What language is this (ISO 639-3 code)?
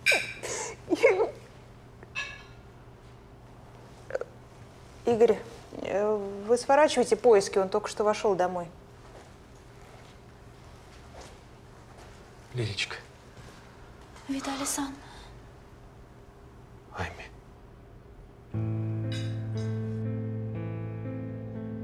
rus